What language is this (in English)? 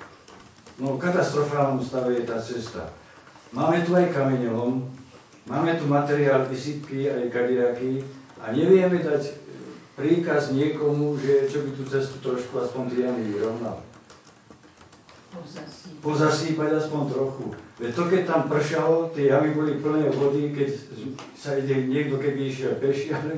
Slovak